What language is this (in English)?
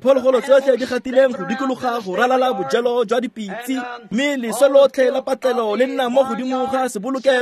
Tswana